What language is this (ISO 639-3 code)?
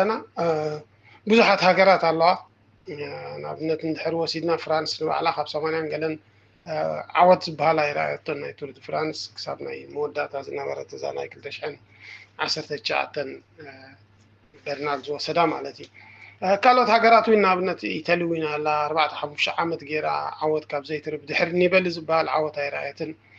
tir